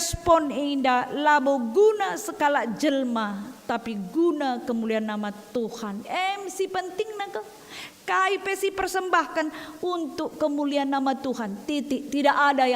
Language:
Batak Karo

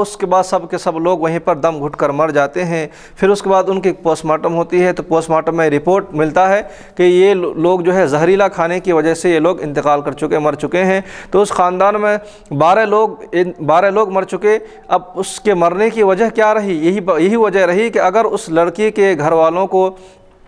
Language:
Urdu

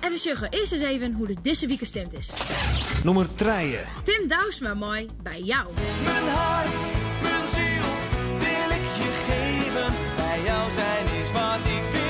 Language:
Western Frisian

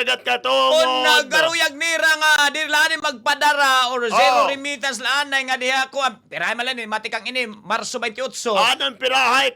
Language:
Waray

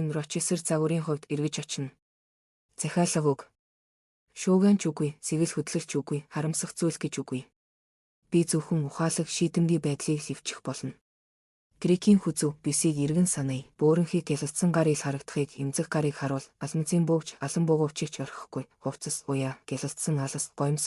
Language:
Mongolian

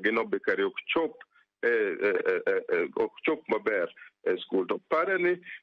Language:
Luo (Kenya and Tanzania)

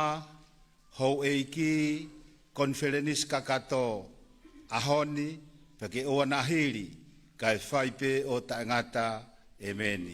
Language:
Tongan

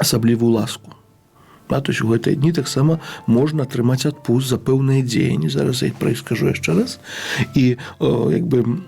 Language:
Belarusian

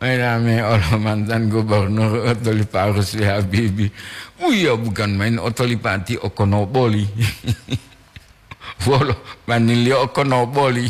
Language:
Gorontalo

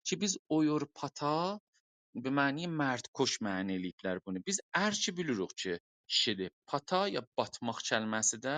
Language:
South Azerbaijani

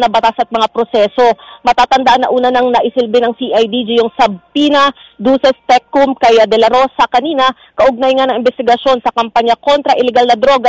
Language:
Filipino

